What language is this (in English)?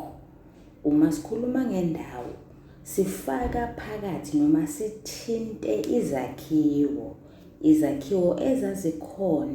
Zulu